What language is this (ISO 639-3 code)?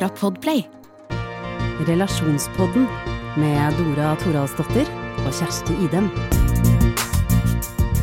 nor